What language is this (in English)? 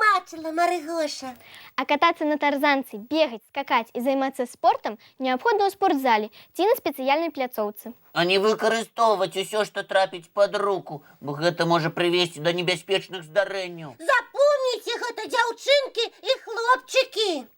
Belarusian